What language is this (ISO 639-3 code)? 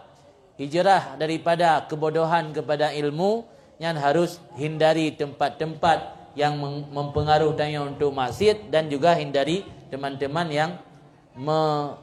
ace